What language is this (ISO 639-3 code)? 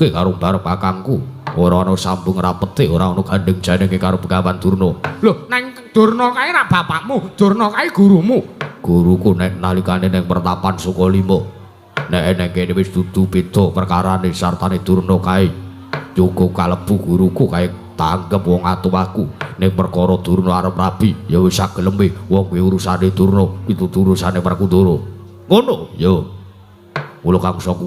jav